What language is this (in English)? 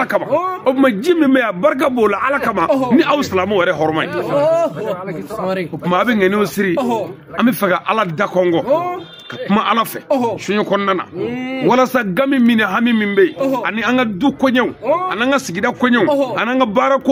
Bambara